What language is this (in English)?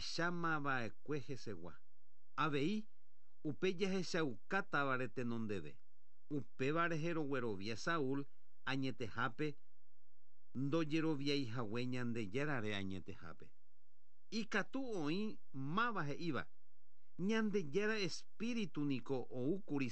Guarani